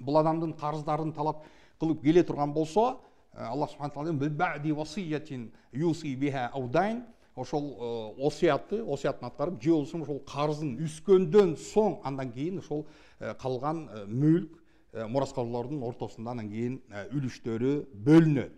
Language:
Kyrgyz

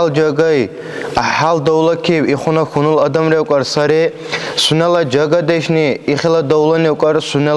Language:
Dargwa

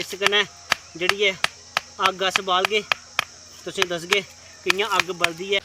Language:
Dogri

